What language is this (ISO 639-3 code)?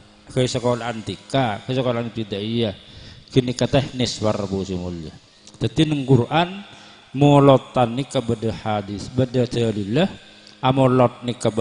mad